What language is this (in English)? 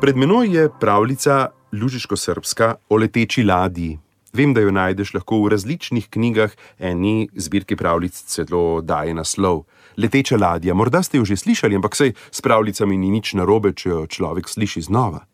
Slovenian